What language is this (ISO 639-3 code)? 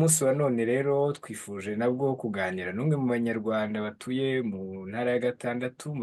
kin